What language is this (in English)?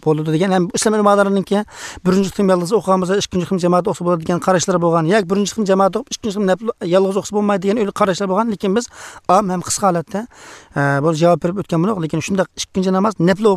Tatar